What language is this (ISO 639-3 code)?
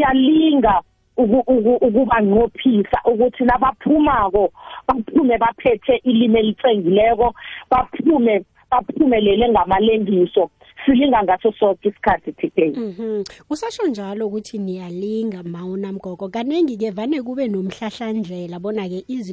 nbl